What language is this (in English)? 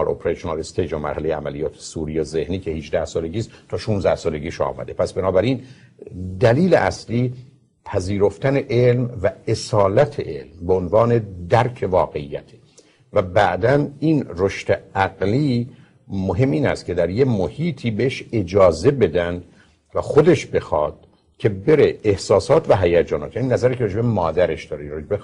Persian